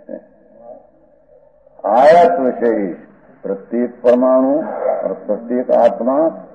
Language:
Hindi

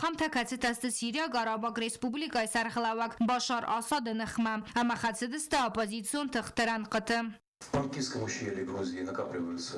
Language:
Ossetic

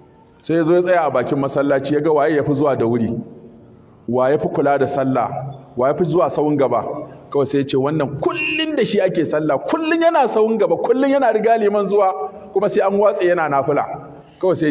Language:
Hausa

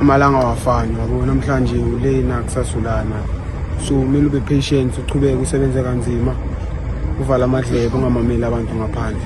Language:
Zulu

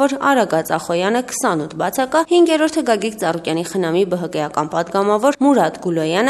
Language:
Armenian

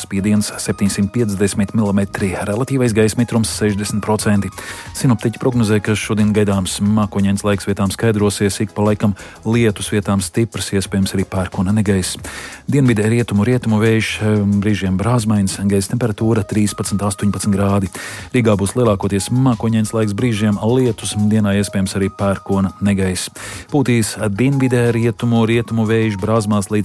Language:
Latvian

